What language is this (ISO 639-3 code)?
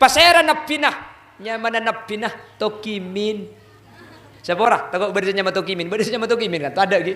mad